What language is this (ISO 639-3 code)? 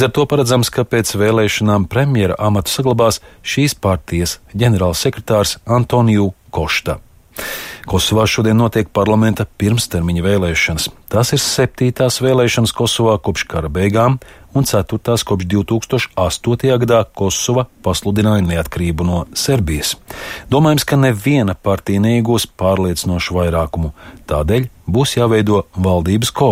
lav